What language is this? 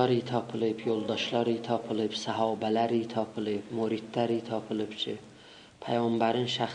South Azerbaijani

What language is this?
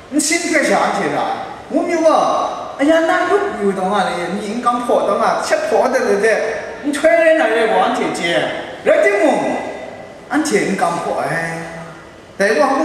Kachin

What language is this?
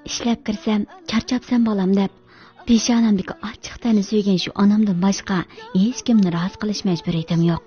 Uyghur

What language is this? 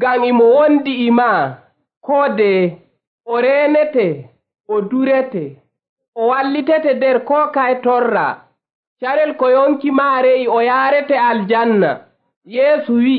Nigerian Fulfulde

